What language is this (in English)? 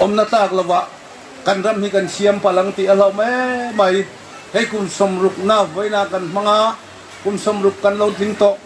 Mizo